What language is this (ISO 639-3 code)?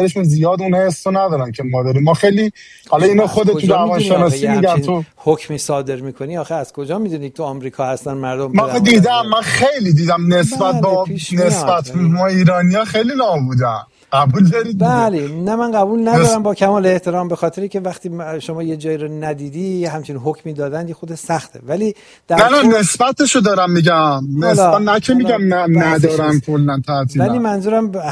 fas